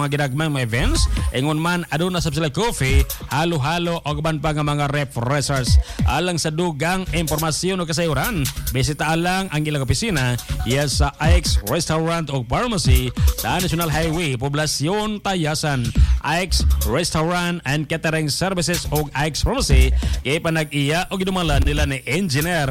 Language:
Cebuano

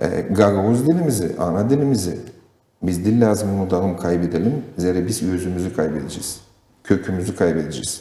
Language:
Gagauz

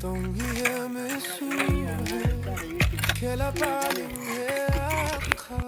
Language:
Naga Pidgin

